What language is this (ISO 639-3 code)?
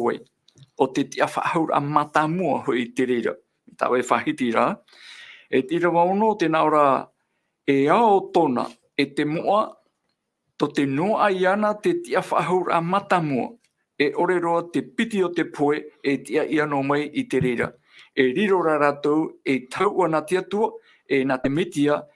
tah